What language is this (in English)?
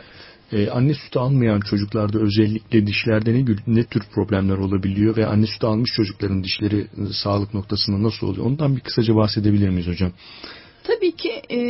Turkish